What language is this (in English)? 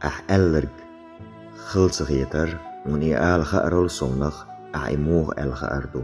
Chechen